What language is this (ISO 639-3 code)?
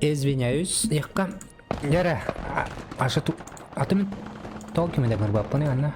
sah